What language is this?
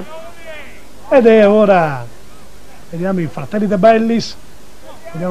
Italian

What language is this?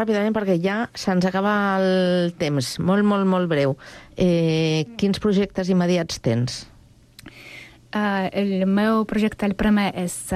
Catalan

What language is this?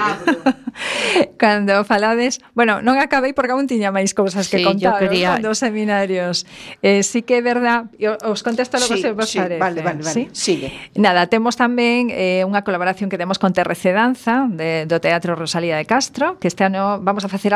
Galician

